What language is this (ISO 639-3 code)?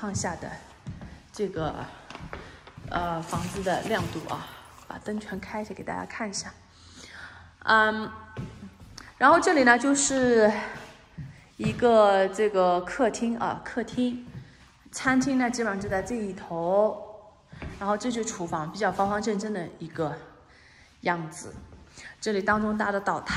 zho